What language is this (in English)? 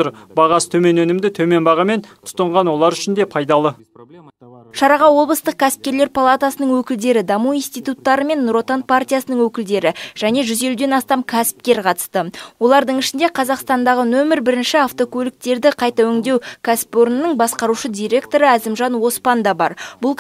Kazakh